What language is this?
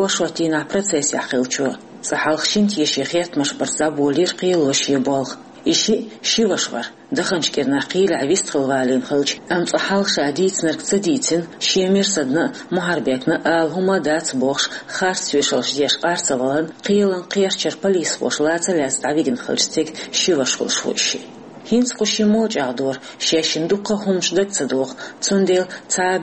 Chechen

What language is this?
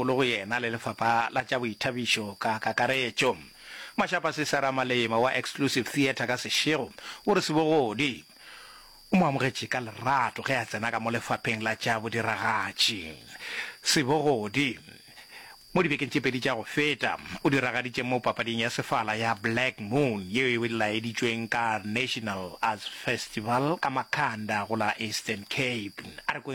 Northern Sotho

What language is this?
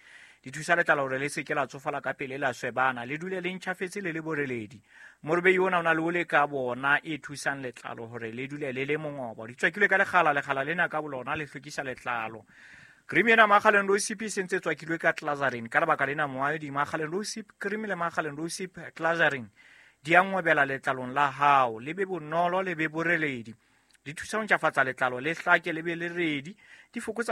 Southern Sotho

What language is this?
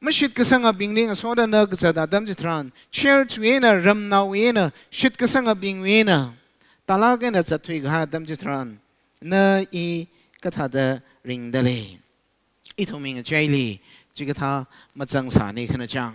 Tangkhul Naga (India)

